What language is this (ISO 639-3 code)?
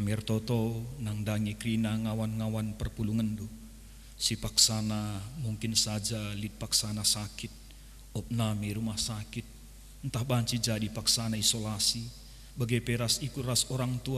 btx